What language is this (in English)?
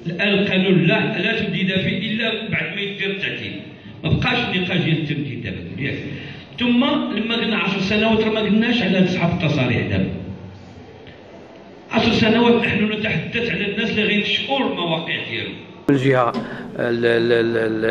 Moroccan Arabic